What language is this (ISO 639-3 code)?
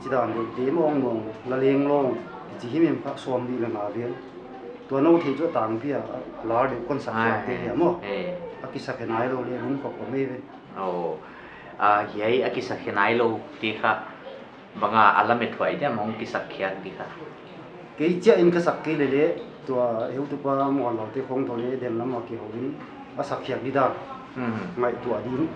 pck